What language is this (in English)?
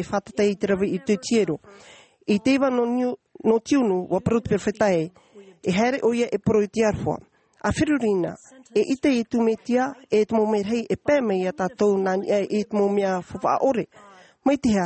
Tahitian